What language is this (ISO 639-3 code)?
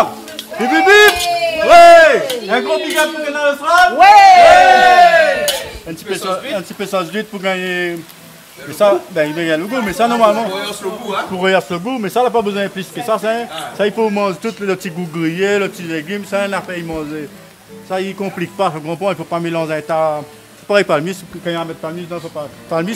rcf